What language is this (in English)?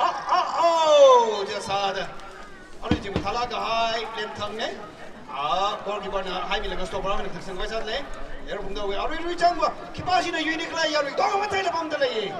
Tangkhul Naga (India)